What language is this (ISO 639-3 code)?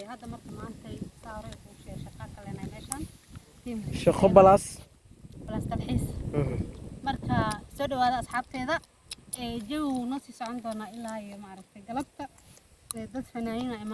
som